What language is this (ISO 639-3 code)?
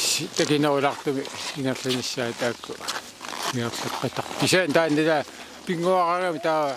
kal